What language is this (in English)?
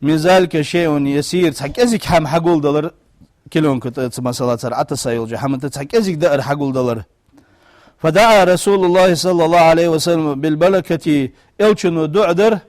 Ingush